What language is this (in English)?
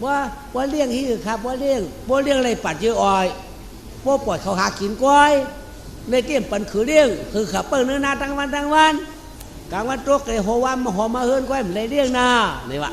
Shan